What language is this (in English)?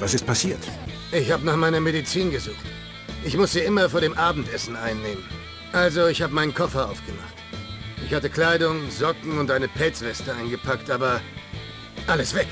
Bavarian